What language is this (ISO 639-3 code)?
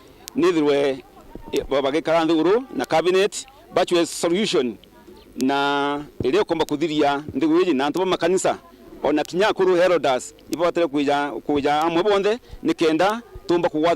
mer